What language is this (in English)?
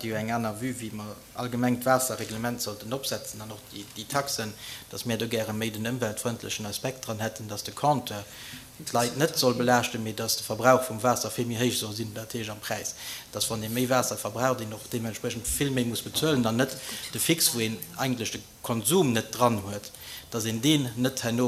Luxembourgish